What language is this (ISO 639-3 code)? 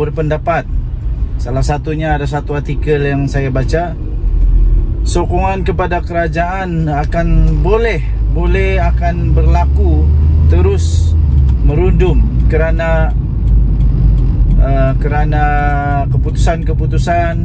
msa